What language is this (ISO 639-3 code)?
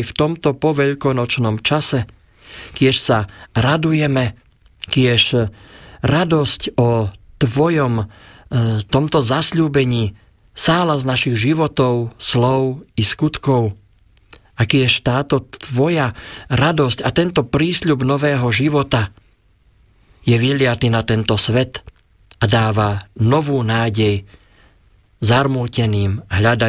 slk